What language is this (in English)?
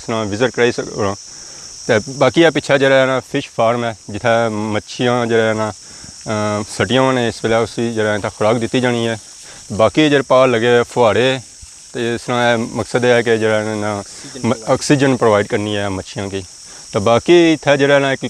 Pahari-Potwari